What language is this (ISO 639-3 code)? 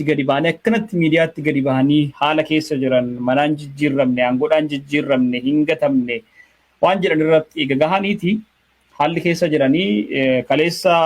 orm